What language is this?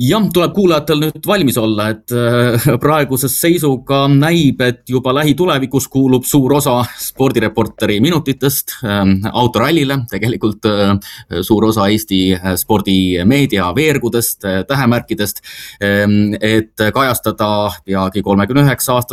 Estonian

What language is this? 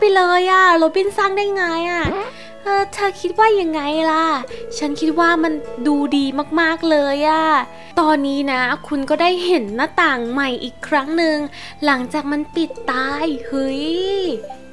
Thai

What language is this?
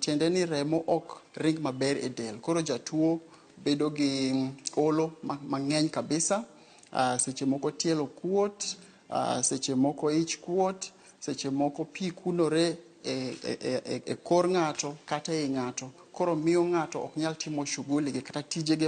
Luo (Kenya and Tanzania)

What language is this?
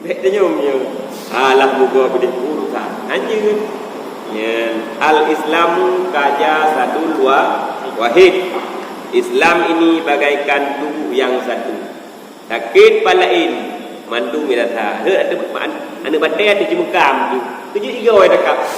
Achinese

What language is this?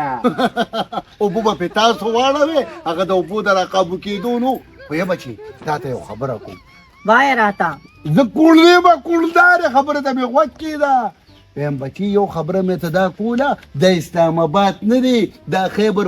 Pashto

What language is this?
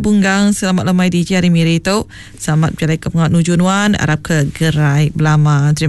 Iban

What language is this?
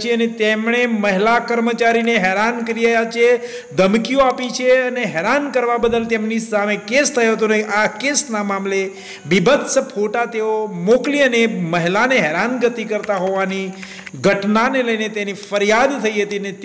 Gujarati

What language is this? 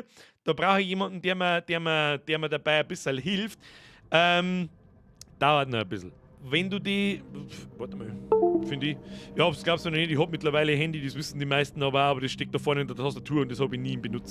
Bavarian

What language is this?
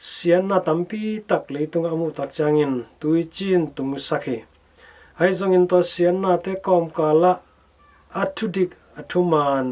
Tedim Chin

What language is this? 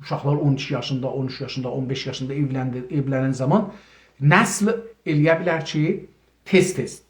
South Azerbaijani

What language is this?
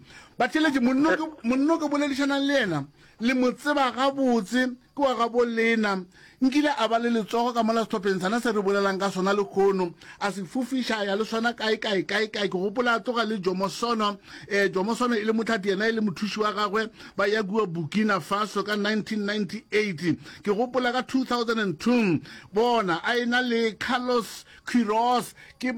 Northern Sotho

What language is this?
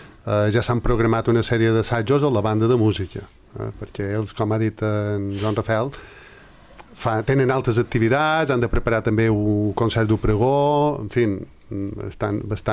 Catalan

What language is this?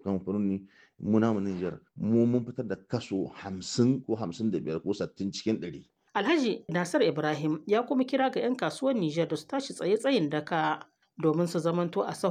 Hausa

